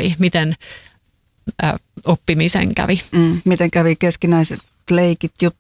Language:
Finnish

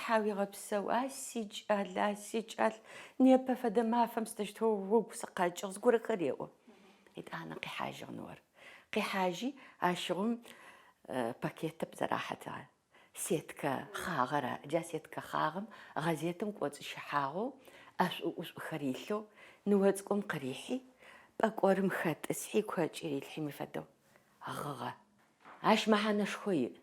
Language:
Adyghe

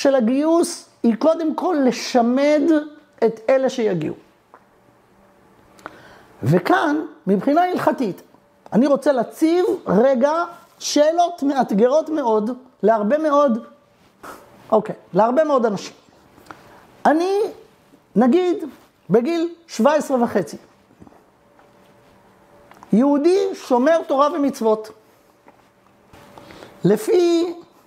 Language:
Hebrew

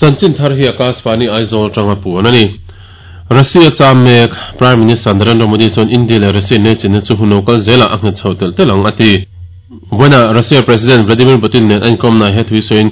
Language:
Mizo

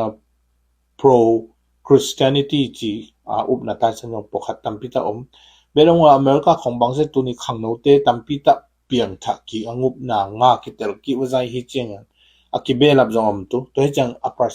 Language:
Tedim Chin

